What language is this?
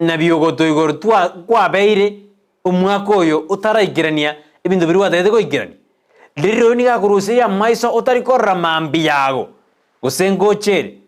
Gusii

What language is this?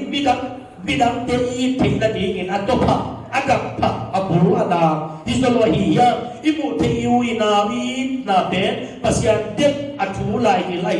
Tedim Chin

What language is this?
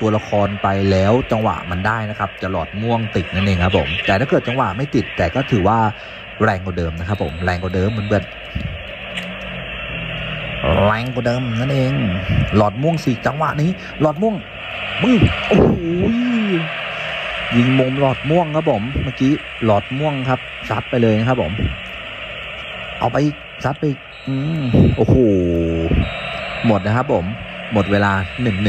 Thai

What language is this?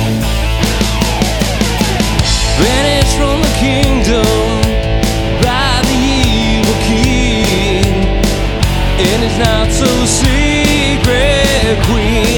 English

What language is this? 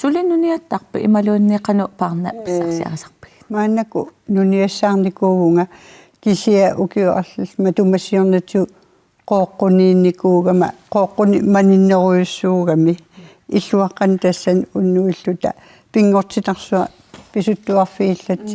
Kalaallisut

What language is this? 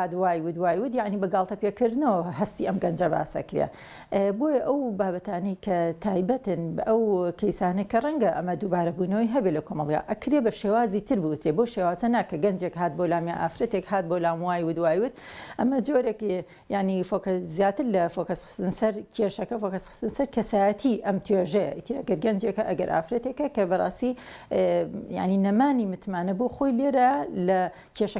Central Kurdish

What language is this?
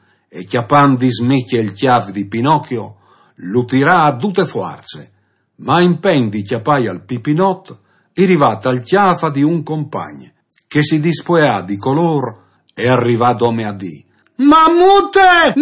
Friulian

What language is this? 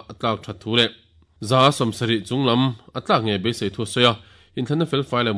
Mizo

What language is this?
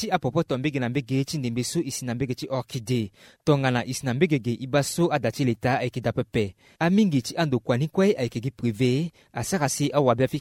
Sango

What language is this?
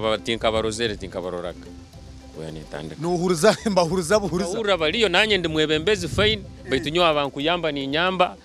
Nyankole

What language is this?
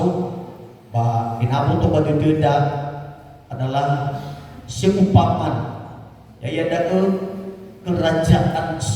Nias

